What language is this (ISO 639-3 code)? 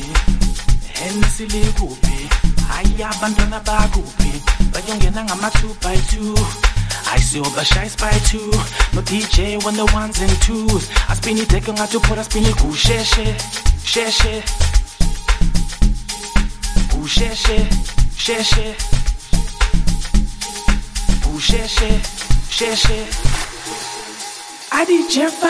zul